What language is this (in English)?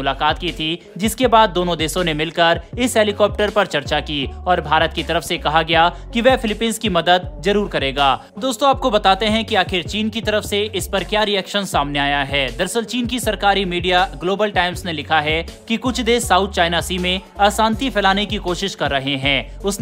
Hindi